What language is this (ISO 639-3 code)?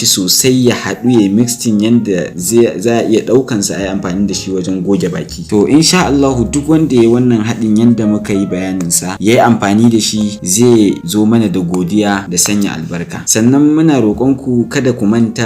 hau